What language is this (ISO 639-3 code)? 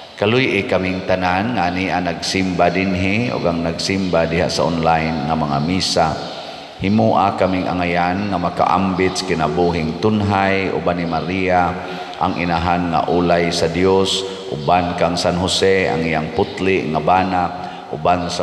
ceb